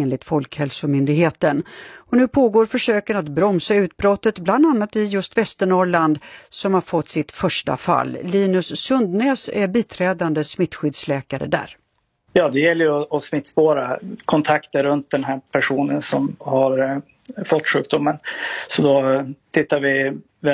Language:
Swedish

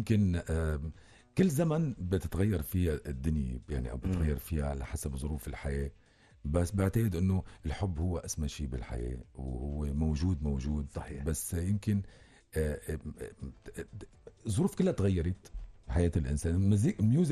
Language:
North Levantine Arabic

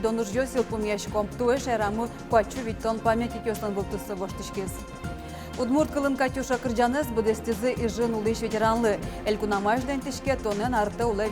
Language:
Udmurt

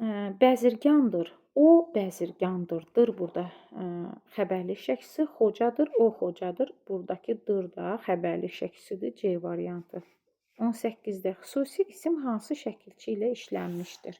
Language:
Azerbaijani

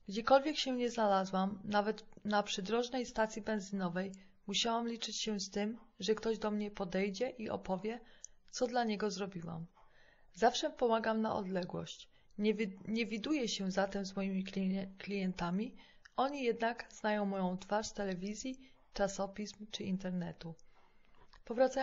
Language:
Polish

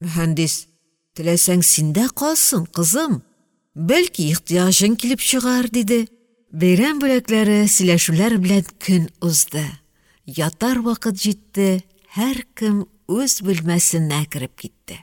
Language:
Tatar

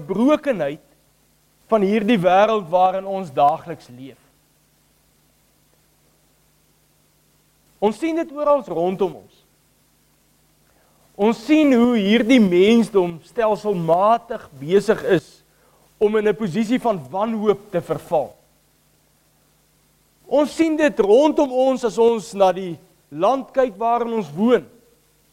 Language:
Afrikaans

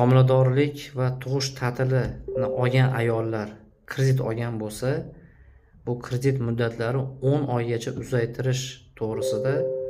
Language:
Uzbek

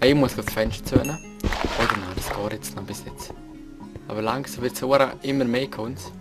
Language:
Swiss German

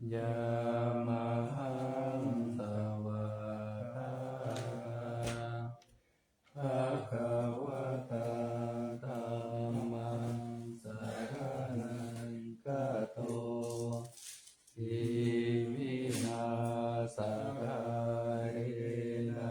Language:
Pali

